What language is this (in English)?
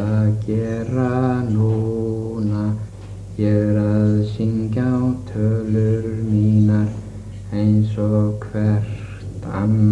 Icelandic